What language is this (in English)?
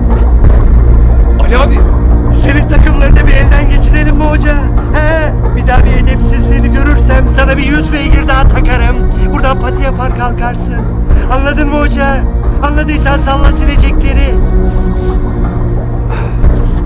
Turkish